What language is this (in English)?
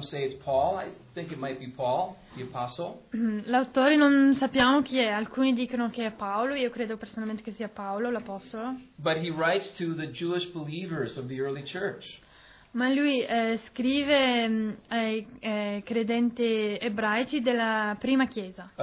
Italian